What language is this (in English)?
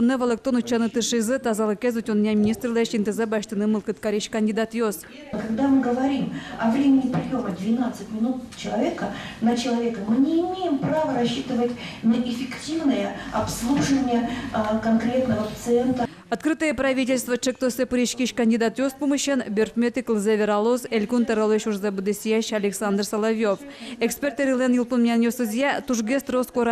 Udmurt